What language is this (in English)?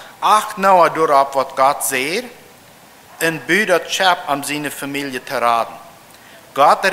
Plautdietsch